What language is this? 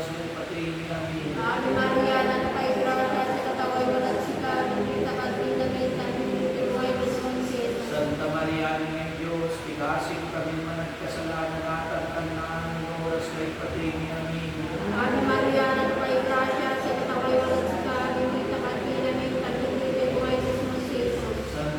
Pangasinan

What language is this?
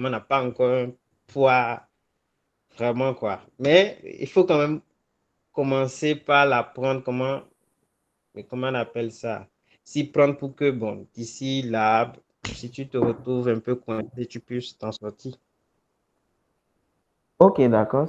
French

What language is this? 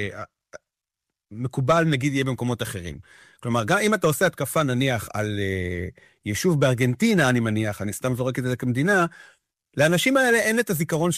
Hebrew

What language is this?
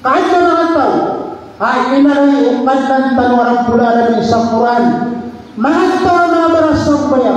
Maranao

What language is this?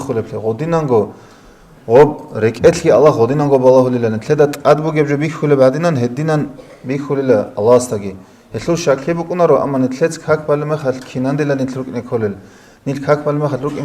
Avaric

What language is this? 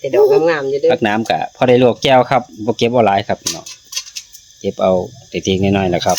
Northeastern Thai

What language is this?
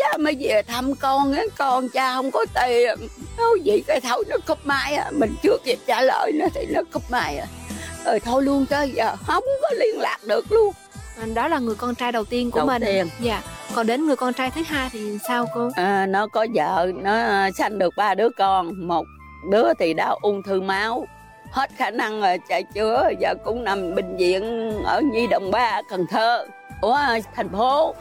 Vietnamese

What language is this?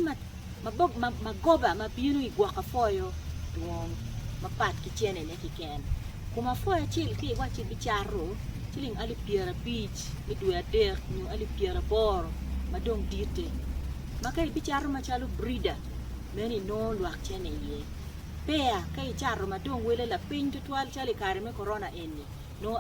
Acoli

